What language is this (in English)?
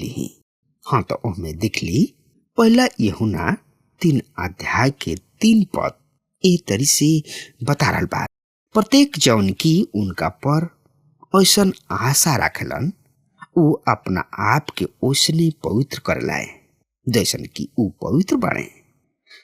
Bhojpuri